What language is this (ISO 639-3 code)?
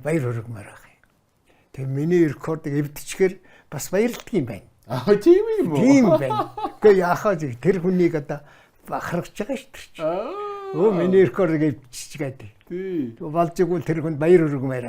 mon